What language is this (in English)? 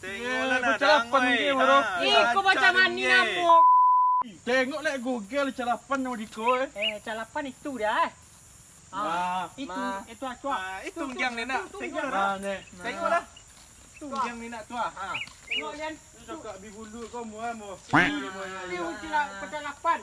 Minangkabau